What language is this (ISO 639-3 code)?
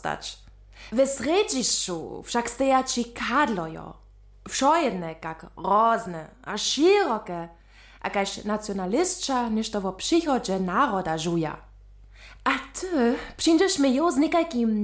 hsb